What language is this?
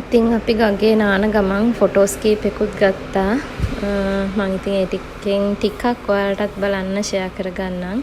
Sinhala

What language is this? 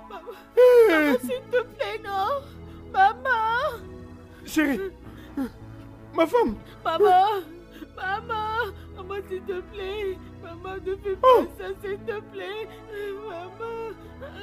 French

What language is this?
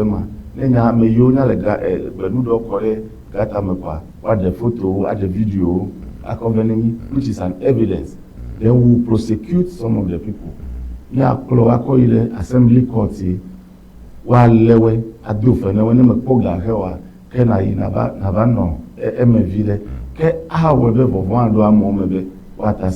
Ewe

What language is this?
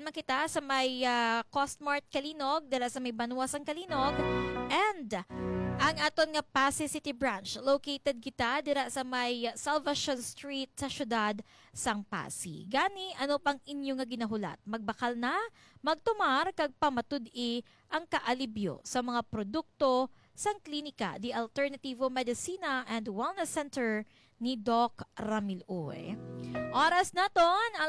Hiligaynon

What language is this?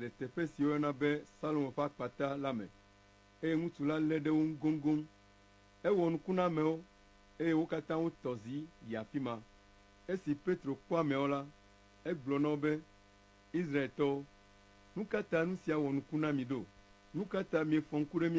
Ewe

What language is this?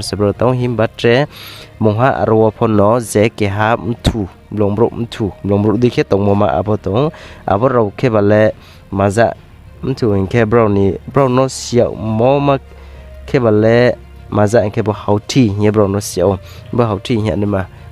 Riang (India)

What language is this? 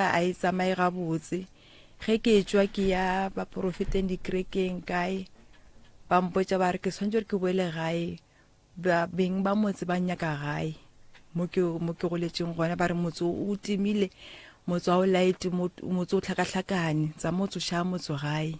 Northern Sotho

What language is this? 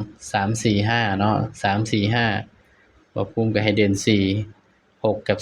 Northeastern Thai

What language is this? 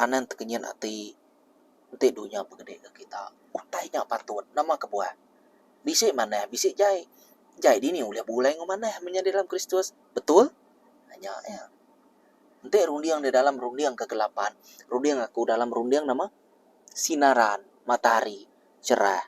Iban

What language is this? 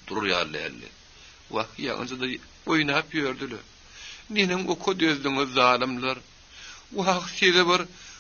Turkmen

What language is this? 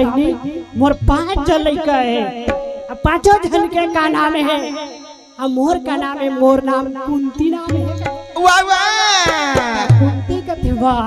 Chhattisgarhi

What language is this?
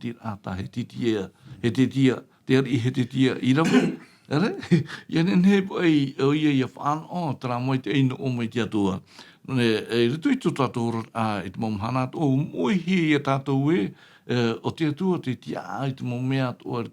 Tahitian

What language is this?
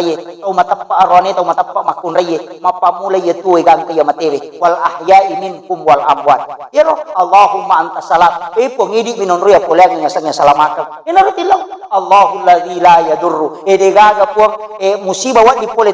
Buginese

